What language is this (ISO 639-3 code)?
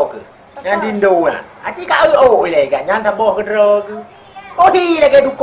ace